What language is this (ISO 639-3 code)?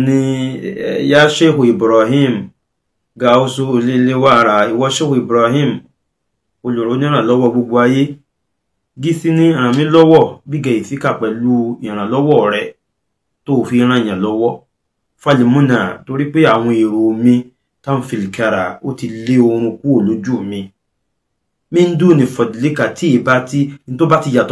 yor